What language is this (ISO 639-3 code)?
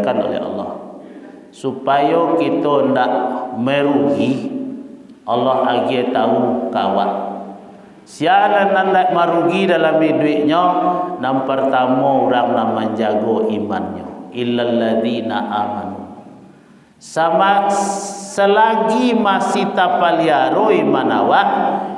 min